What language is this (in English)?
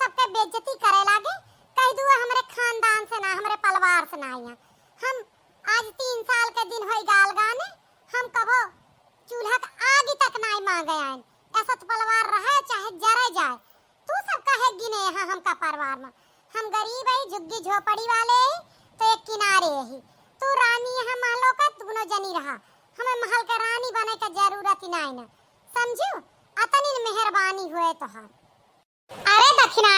Awadhi